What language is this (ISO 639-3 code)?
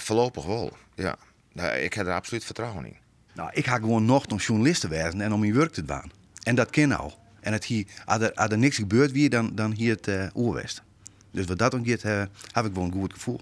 fry